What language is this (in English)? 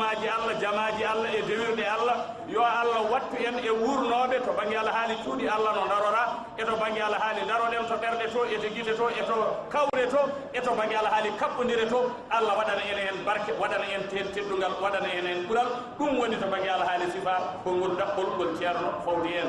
Fula